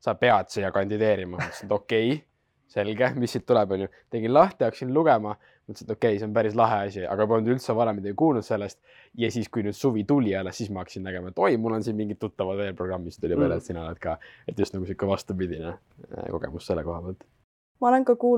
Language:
Estonian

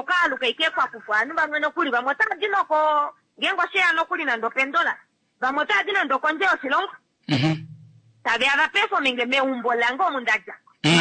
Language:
Kuanyama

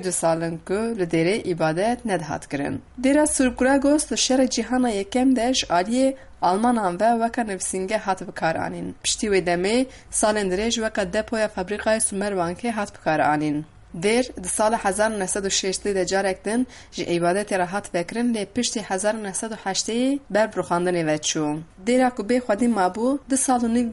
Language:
Kurdish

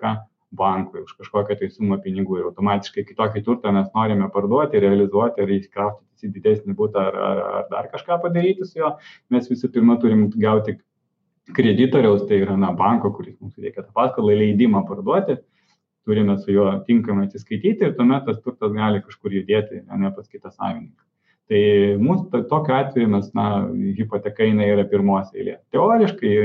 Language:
Lithuanian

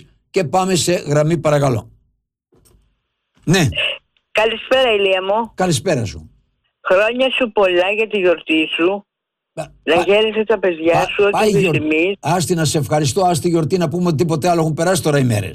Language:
Greek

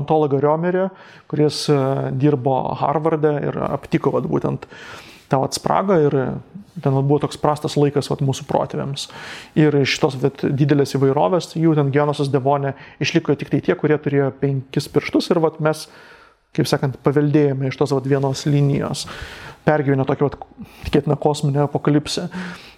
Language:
Lithuanian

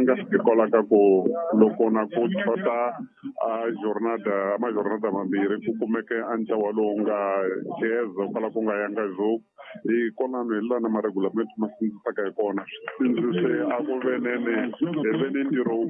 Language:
Tsonga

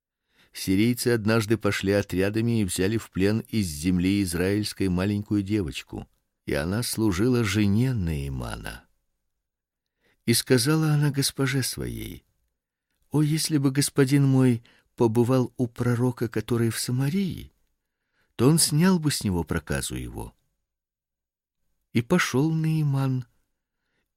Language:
Russian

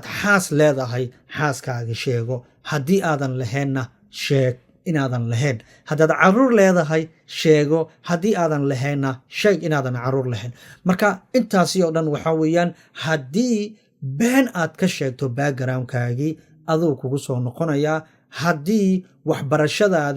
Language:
Somali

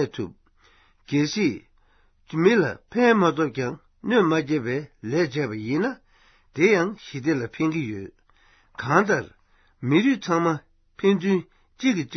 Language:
Tibetan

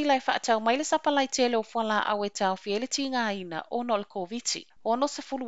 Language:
Samoan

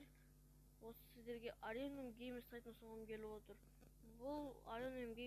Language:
Kazakh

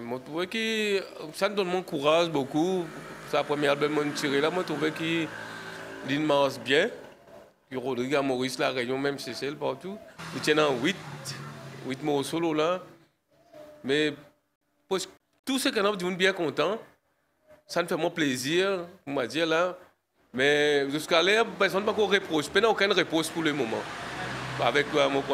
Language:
French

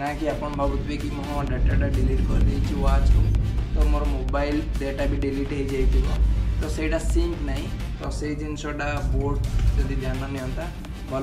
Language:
Odia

